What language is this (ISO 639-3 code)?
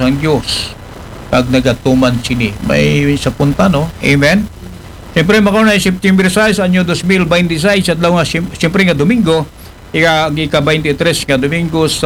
akl